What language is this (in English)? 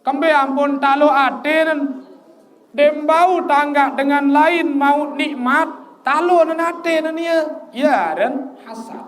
Sasak